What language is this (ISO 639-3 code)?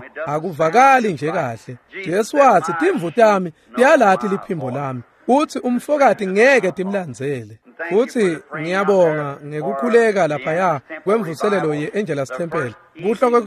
ssw